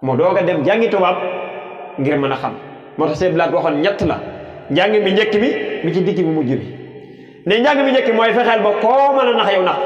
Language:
Wolof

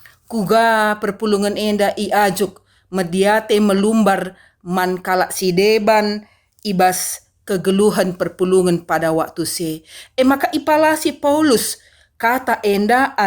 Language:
Batak Karo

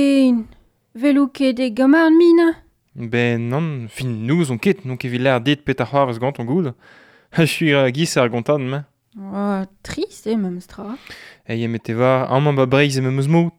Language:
Breton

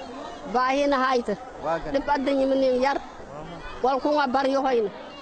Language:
Somali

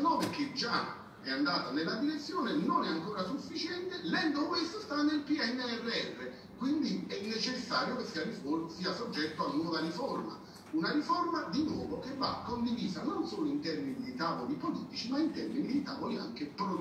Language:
Italian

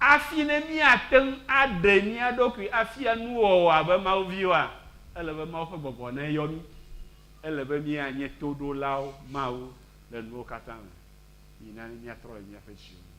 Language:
Ewe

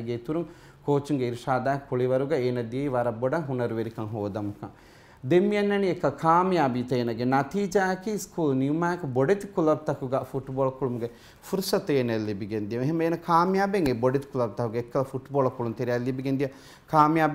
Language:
Divehi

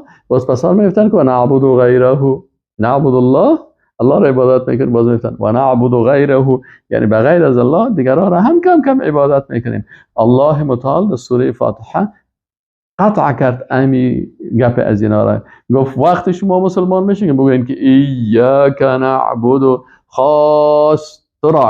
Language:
Persian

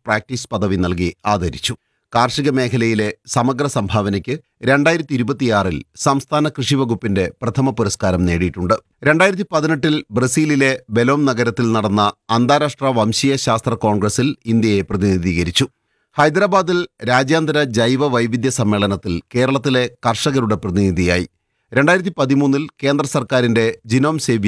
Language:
Malayalam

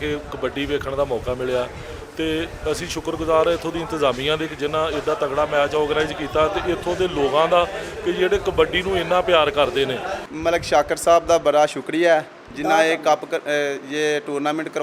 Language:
Western Panjabi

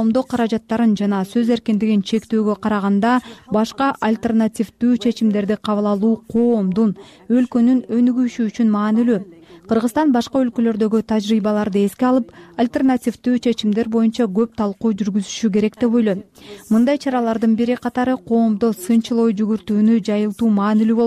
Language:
Kyrgyz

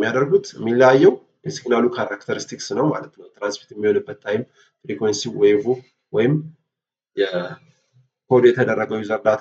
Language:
Amharic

